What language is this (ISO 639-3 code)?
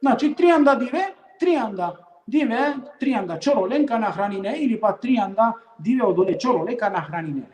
rmn